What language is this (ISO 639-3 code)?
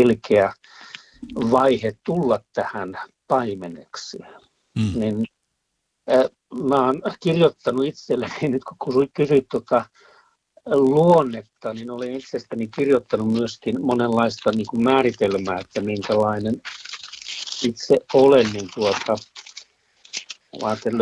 fin